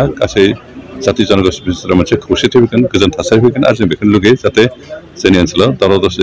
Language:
Bodo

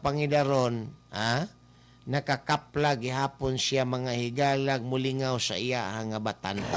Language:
Cebuano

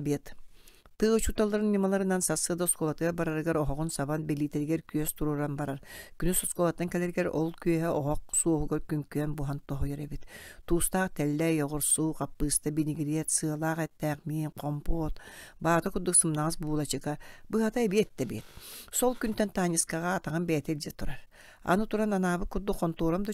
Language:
Yakut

